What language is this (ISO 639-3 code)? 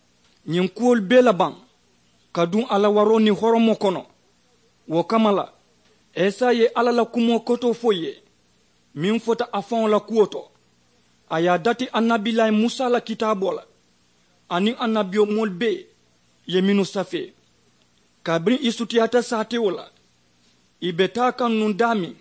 man